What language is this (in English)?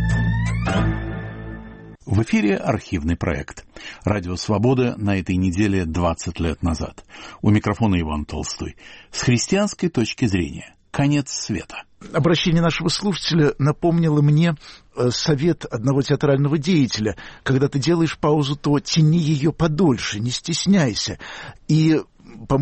Russian